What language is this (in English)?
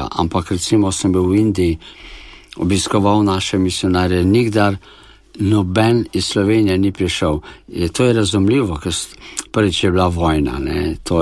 Slovenian